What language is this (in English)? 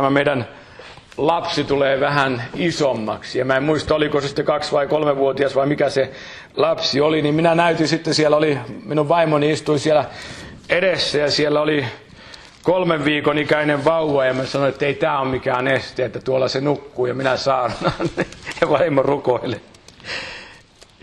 Finnish